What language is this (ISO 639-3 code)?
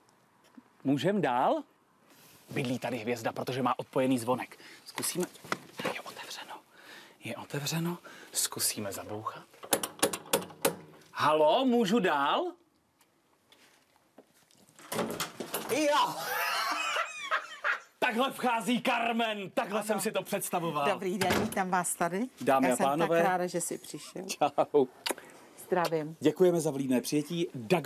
ces